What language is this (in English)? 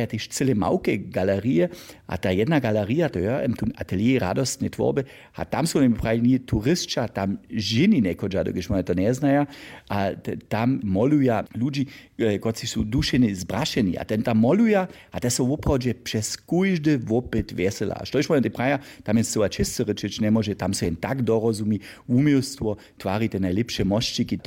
Upper Sorbian